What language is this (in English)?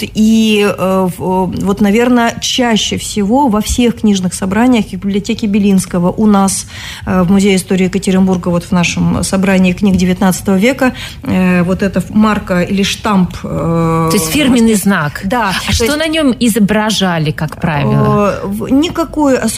Russian